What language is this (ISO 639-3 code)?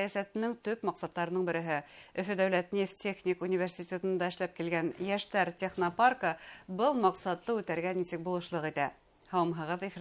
bak